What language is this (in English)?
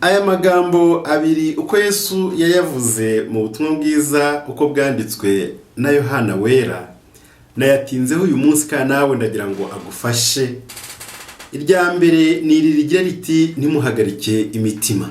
Kinyarwanda